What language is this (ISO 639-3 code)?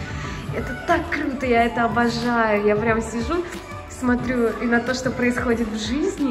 rus